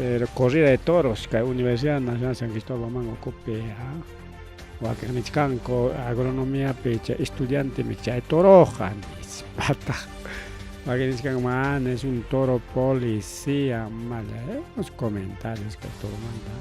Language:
Ayacucho Quechua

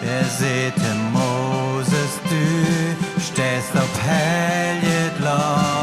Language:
Plautdietsch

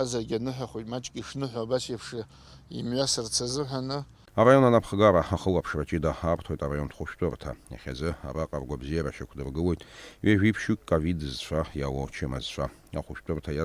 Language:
Abkhazian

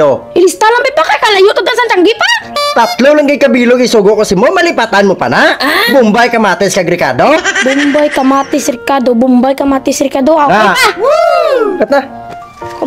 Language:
Hiligaynon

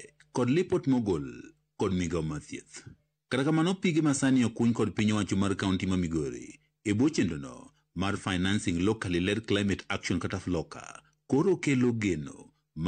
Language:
Luo (Kenya and Tanzania)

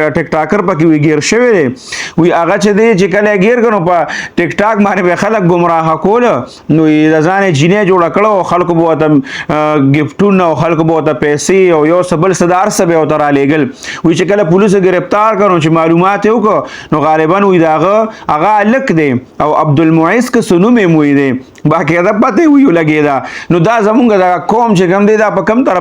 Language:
Pashto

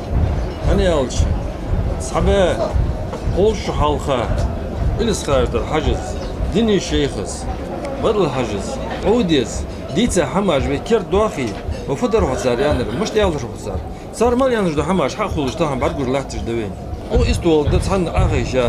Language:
Ingush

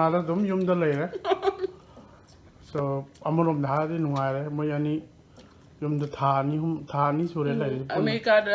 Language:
Manipuri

